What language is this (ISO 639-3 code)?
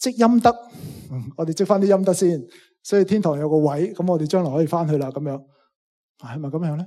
yue